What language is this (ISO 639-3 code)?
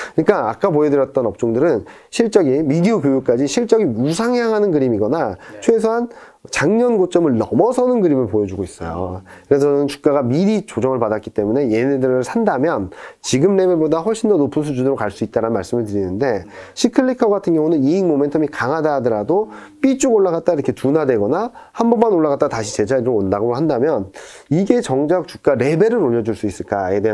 kor